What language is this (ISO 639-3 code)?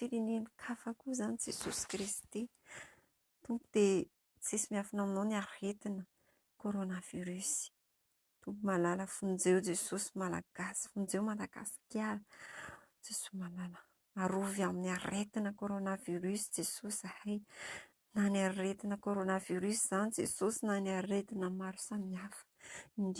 mlg